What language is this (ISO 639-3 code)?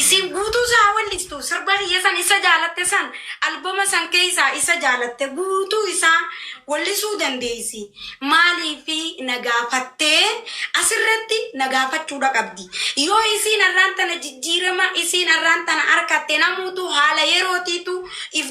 orm